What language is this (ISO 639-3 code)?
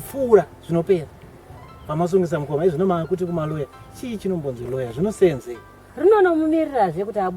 sna